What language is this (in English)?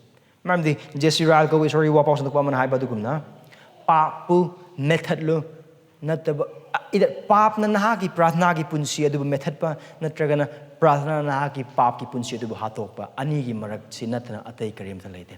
Manipuri